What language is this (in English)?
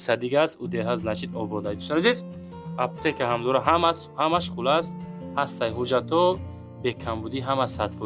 Tajik